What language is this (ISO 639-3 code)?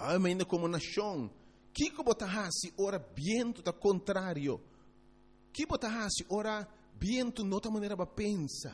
pap